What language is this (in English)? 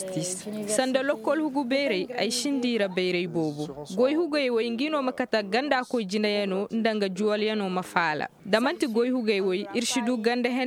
Koyraboro Senni